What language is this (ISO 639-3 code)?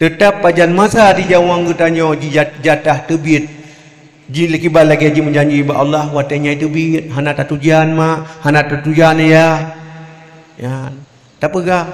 ace